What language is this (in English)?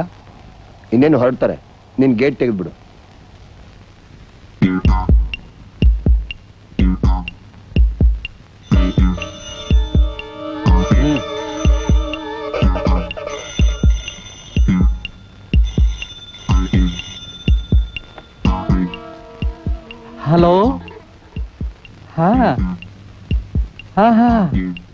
Kannada